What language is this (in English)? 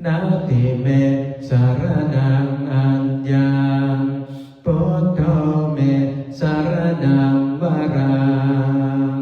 Pali